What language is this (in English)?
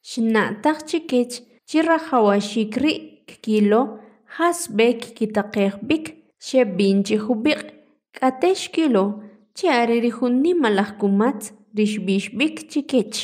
Kʼicheʼ